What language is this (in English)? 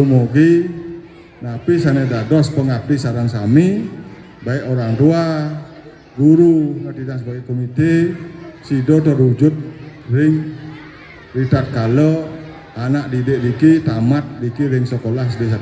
Balinese